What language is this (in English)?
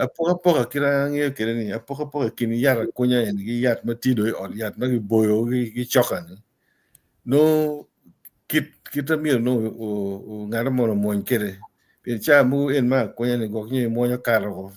Acoli